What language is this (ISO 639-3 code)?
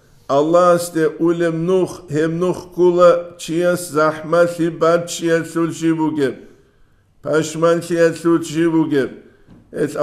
ava